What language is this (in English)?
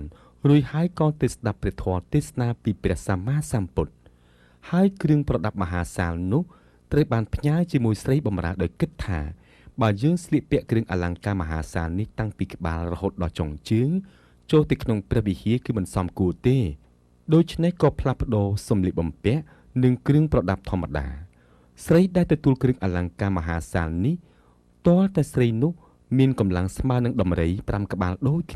Khmer